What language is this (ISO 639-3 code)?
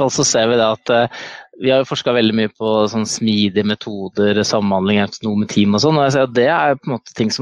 nor